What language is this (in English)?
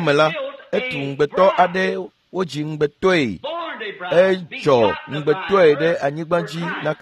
Ewe